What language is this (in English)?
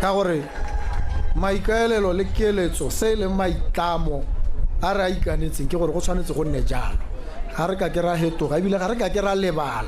Tswana